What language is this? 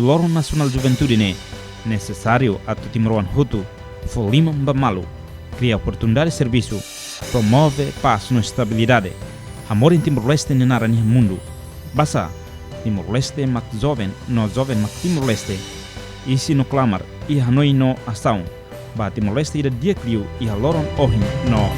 Tetum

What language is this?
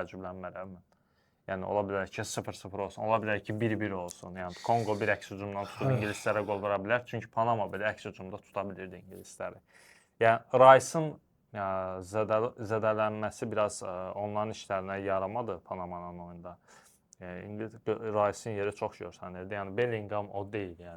Azerbaijani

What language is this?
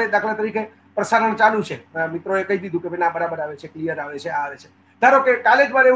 Gujarati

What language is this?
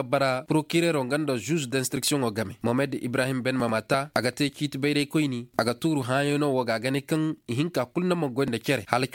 Koyraboro Senni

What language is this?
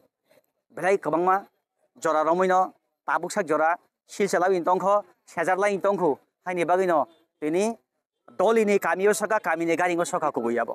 Kok Borok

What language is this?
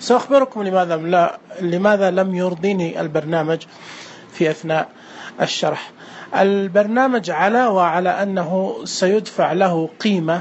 Najdi Arabic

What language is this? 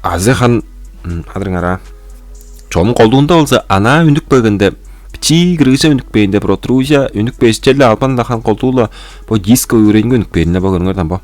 Tuvinian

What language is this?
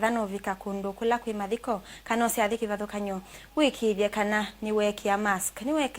Kamba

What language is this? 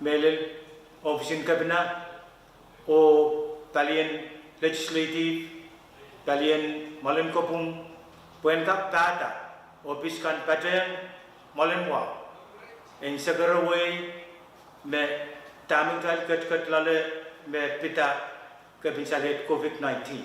Pohnpeian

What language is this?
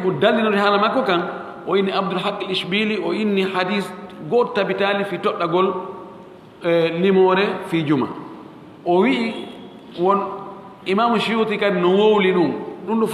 Fula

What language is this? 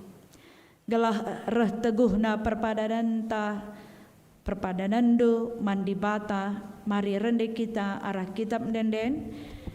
Batak Karo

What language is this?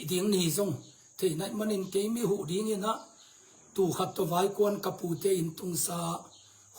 Tedim Chin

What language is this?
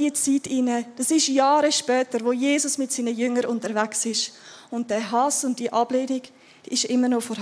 Swiss German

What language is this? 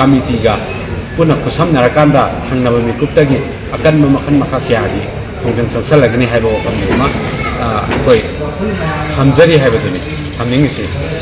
Manipuri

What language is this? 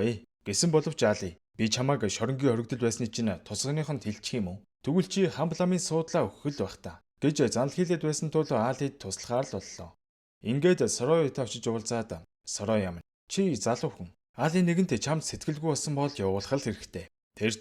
Mongolian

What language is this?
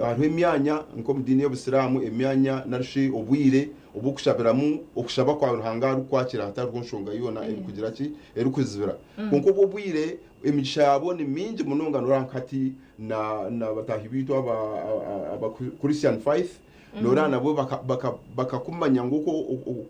Nyankole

